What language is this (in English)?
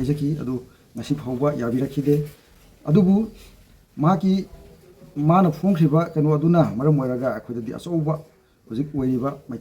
Manipuri